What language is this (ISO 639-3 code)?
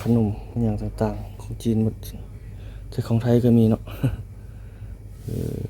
lao